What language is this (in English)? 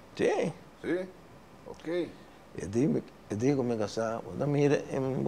Papiamento